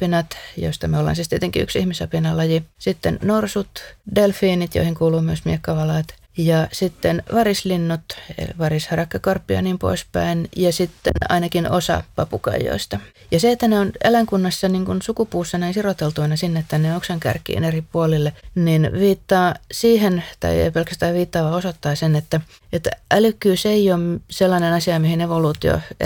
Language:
Finnish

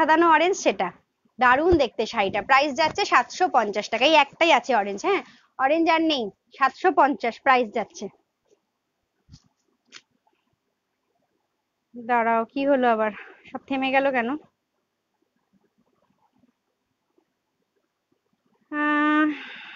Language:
Bangla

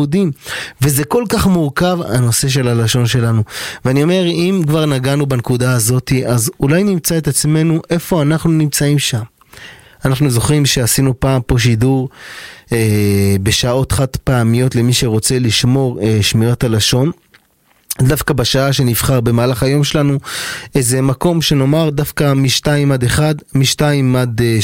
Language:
Hebrew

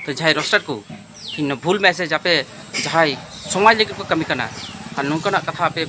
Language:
Santali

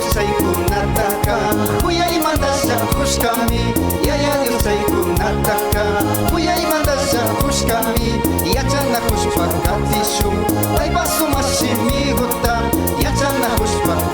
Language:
Imbabura Highland Quichua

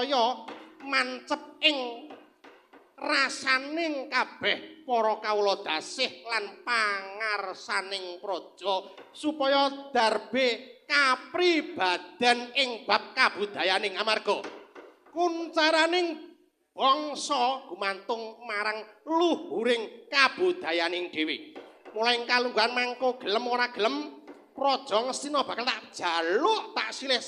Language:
Javanese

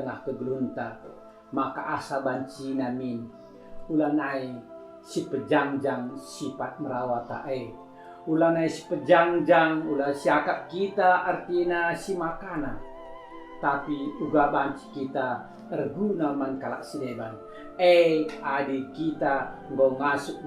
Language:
Batak Karo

